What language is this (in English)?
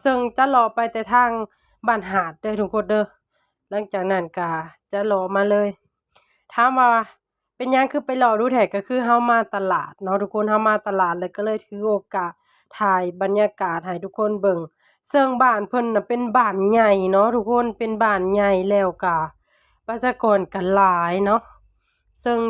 Lao